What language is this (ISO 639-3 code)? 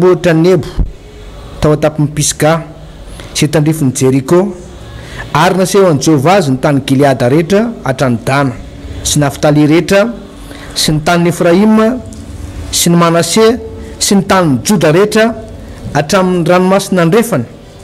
mlg